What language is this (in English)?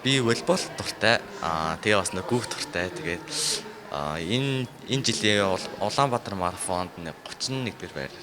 Mongolian